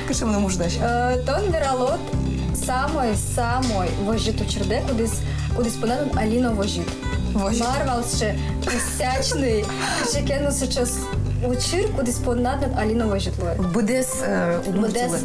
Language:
Udmurt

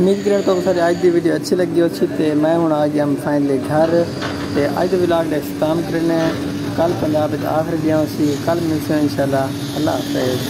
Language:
Saraiki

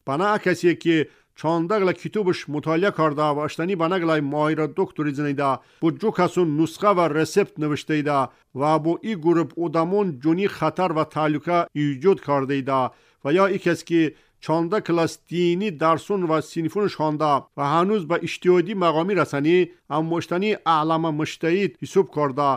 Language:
Tajik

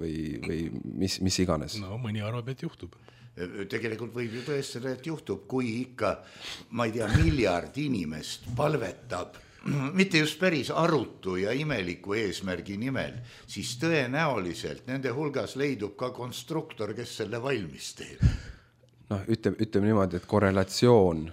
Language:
Estonian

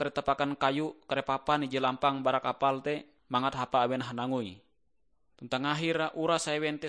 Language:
Ngaju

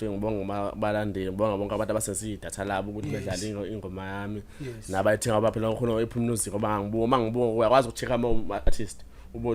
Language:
Zulu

